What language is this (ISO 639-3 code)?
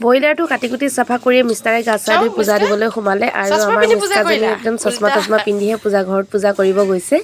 asm